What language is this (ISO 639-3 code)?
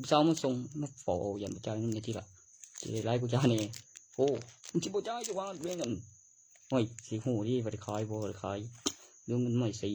tts